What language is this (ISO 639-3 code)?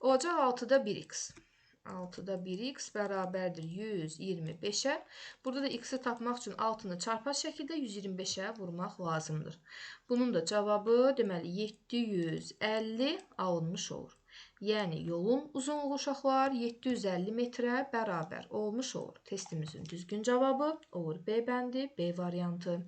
aze